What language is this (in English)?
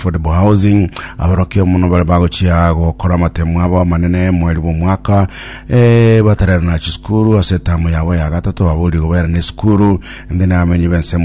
Gusii